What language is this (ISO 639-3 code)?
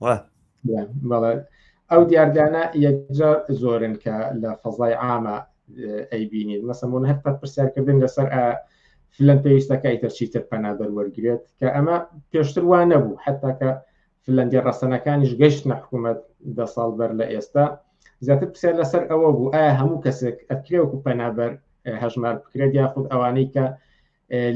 ckb